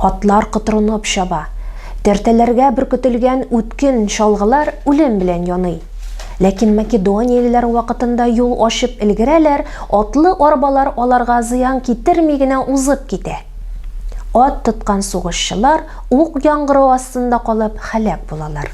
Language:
Tatar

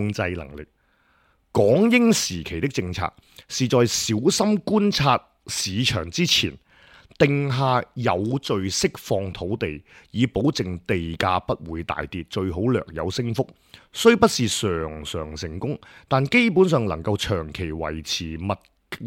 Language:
Cantonese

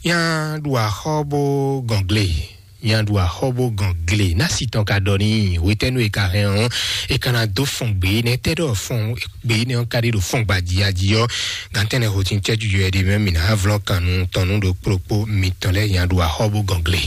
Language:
Fon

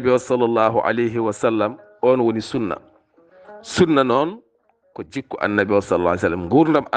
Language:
Fula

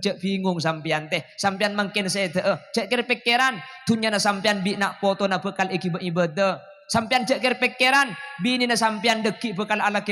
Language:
Madurese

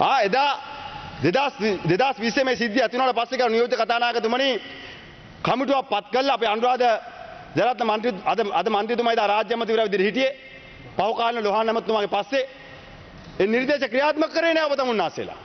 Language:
Sinhala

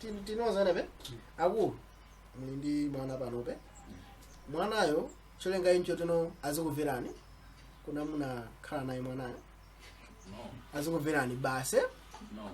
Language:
Nyanja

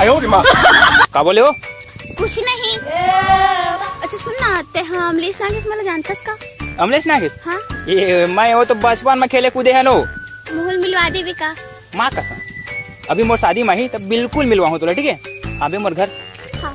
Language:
Chhattisgarhi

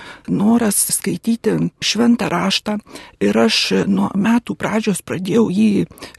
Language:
Lithuanian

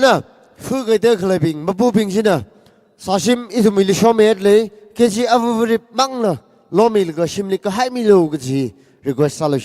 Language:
Tangkhul Naga (India)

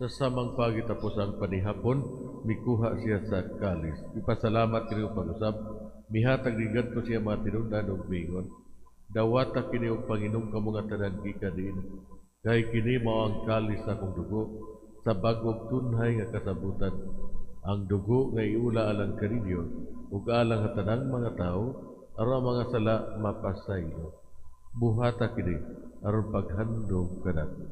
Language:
Cebuano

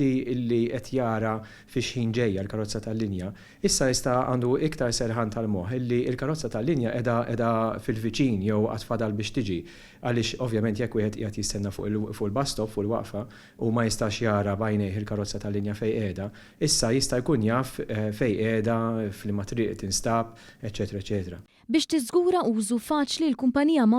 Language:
Maltese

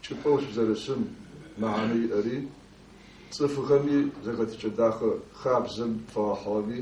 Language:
Adyghe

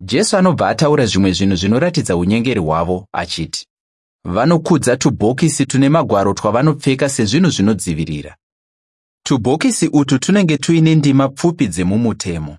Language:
Shona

